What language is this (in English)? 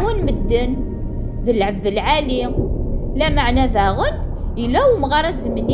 Kabyle